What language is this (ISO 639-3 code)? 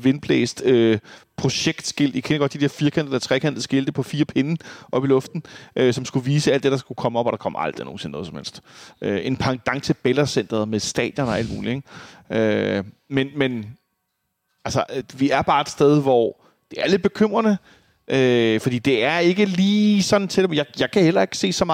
dan